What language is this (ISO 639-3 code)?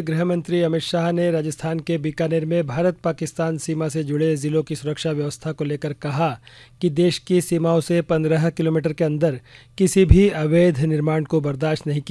hin